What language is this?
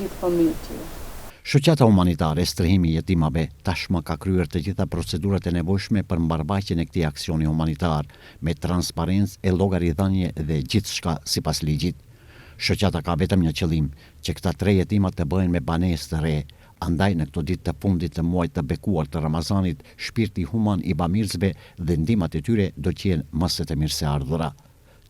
Albanian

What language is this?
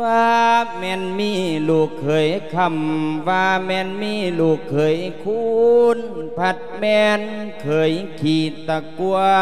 Lao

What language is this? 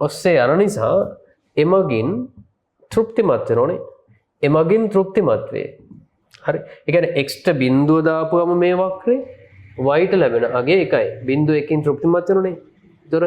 Sinhala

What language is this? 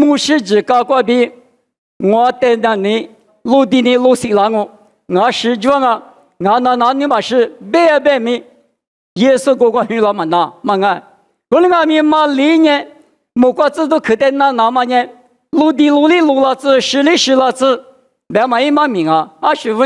Lisu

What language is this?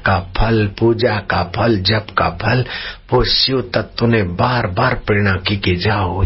Hindi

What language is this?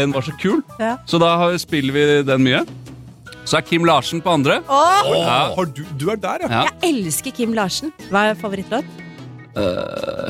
Norwegian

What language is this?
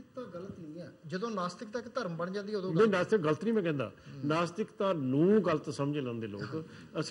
Punjabi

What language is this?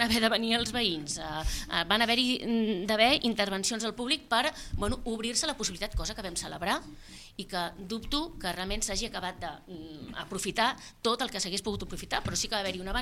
Catalan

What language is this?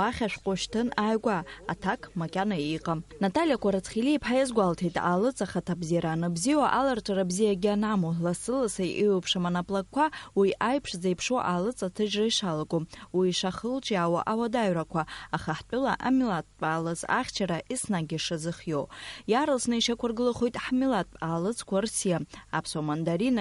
Abkhazian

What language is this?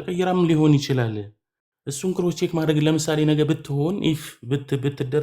Amharic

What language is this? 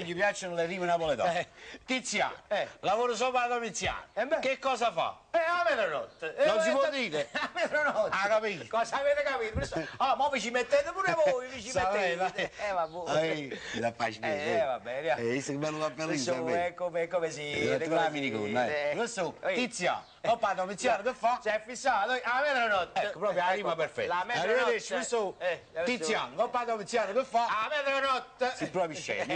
Neapolitan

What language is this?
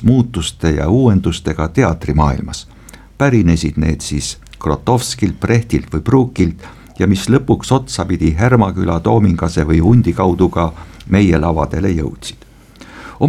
Estonian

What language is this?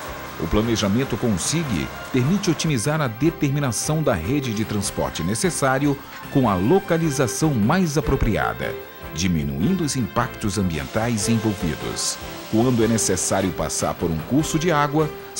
Portuguese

